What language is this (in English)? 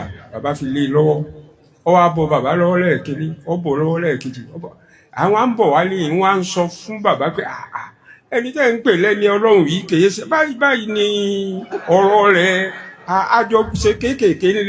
Yoruba